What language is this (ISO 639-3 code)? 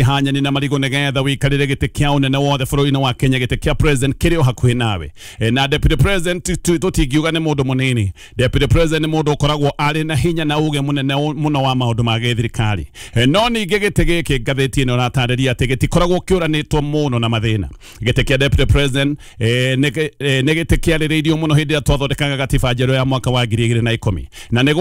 kik